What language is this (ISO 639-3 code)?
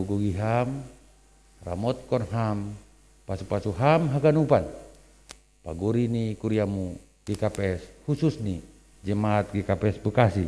bts